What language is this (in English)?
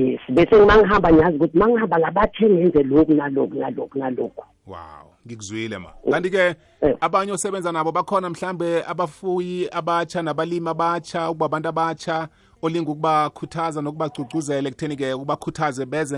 South Ndebele